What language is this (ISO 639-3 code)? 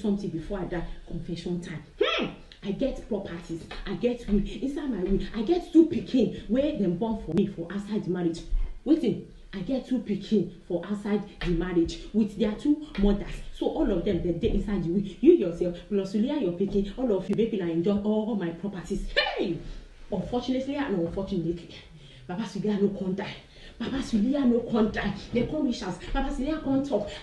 pcm